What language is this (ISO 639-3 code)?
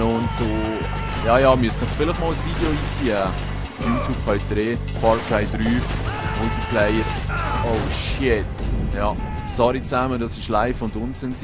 gsw